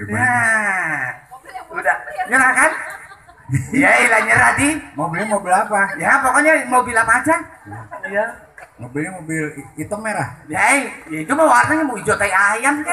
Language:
Betawi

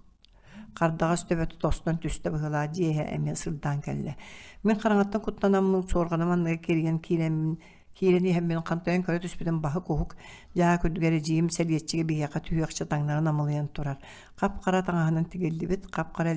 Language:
Yakut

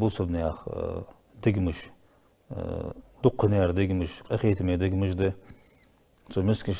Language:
Ingush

